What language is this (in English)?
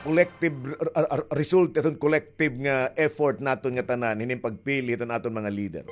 Waray